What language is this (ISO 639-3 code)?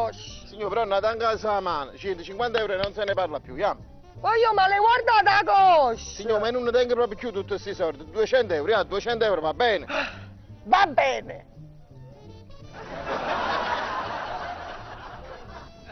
ita